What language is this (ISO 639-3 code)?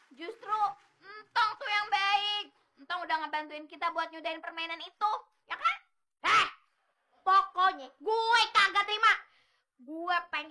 bew